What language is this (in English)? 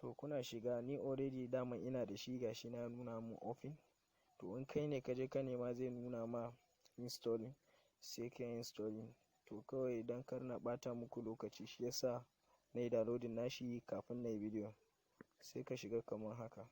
Hausa